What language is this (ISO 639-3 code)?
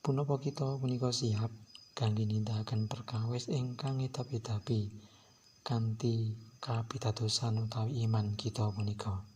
jav